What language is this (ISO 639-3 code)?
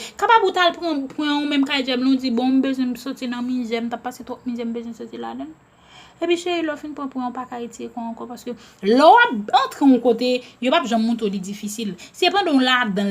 hat